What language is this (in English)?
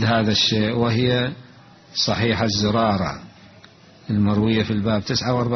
Mesopotamian Arabic